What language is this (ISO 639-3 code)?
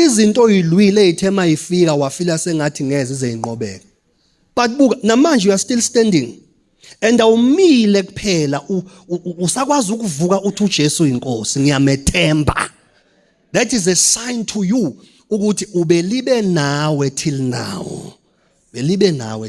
zul